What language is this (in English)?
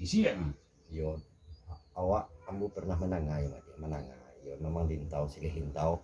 Minangkabau